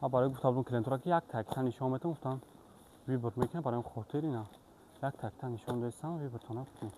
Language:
Tajik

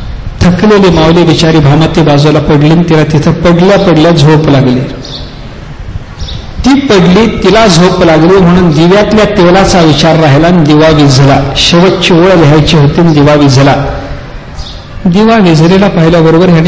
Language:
Marathi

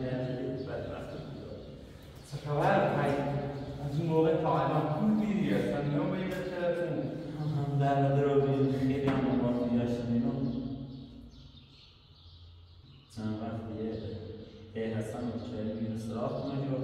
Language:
Persian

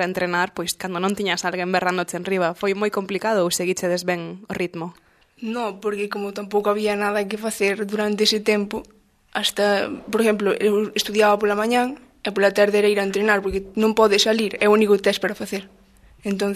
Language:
Galician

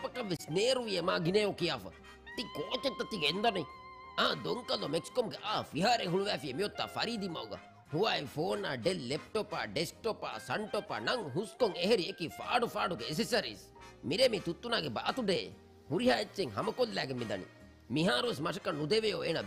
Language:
Divehi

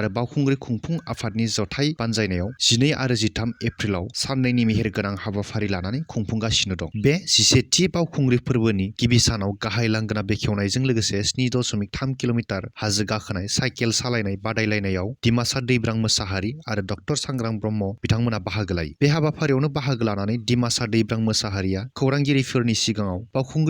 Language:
Bodo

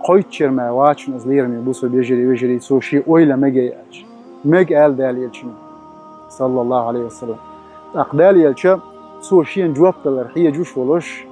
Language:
Chechen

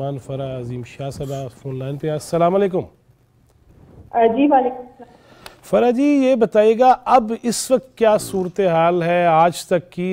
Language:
Urdu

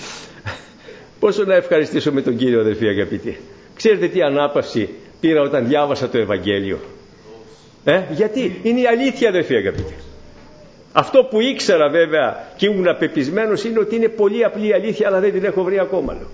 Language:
Greek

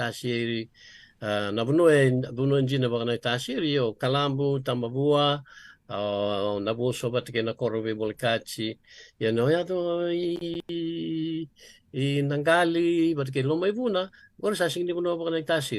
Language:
Fijian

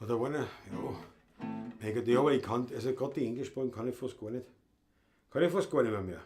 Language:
Bavarian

